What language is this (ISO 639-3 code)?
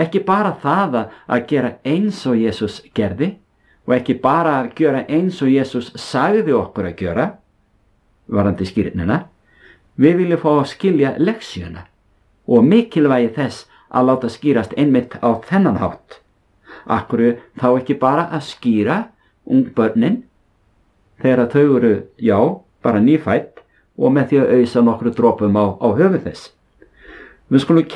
isl